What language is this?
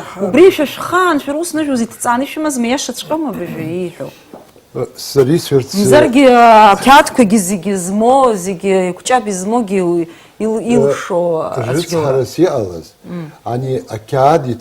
Abkhazian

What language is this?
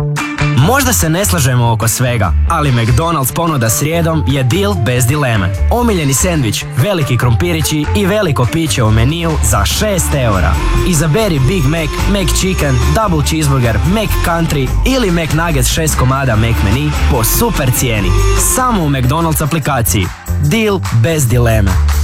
Croatian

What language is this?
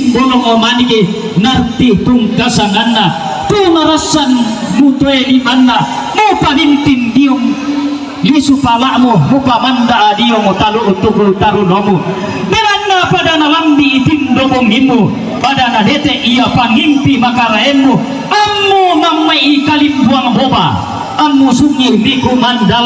Toraja-Sa'dan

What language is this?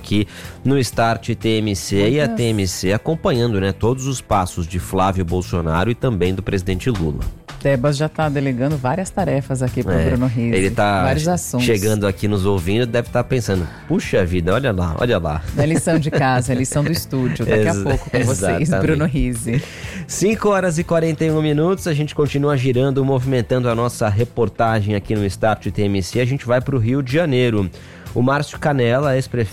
Portuguese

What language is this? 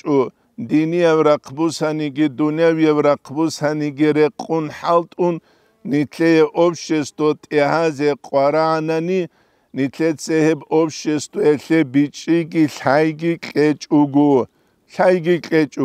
Avaric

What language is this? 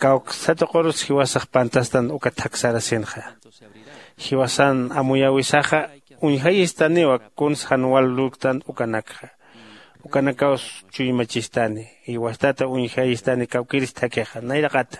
Aymara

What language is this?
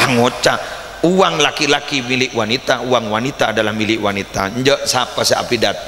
Madurese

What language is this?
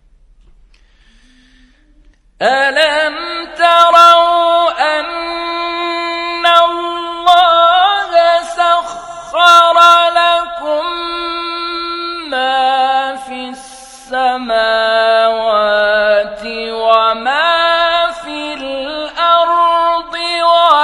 Arabic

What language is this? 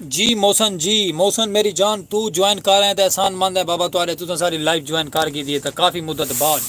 Saraiki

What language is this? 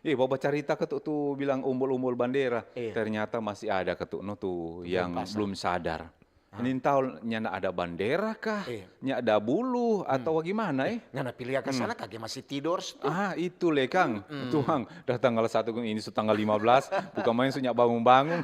Manado Malay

